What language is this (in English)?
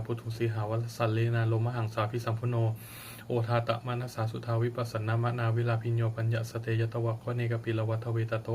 Pali